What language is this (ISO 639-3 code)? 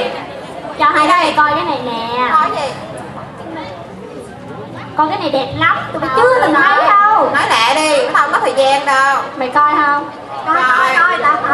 vie